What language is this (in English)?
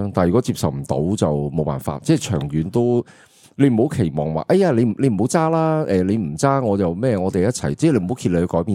Cantonese